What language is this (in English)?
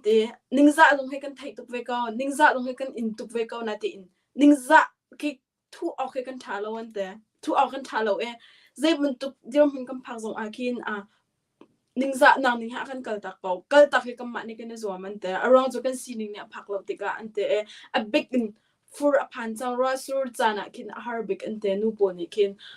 Hakha Chin